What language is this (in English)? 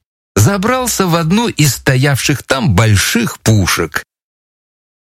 Russian